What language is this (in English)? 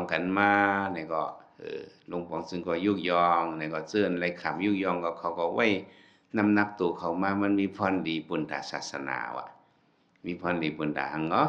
Shan